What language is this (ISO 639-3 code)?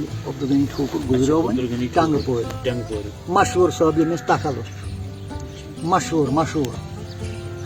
kas